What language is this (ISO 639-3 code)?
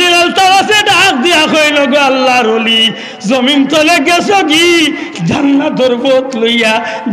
syl